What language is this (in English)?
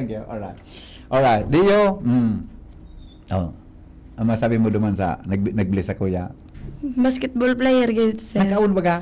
Bikol